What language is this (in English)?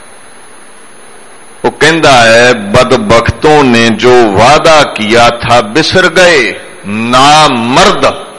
Punjabi